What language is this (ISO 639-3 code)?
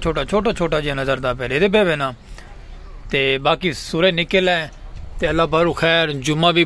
skr